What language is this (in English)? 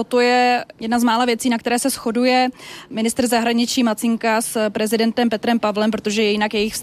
Czech